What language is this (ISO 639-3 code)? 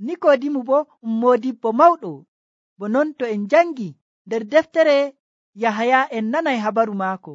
fuv